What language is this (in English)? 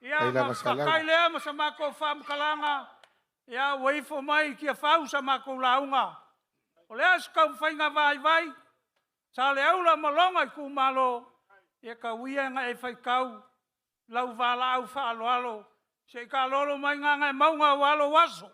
Samoan